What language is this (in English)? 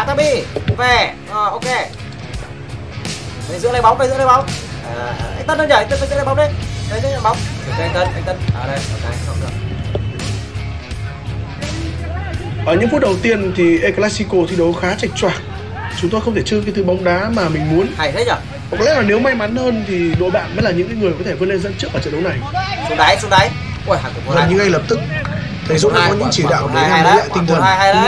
Vietnamese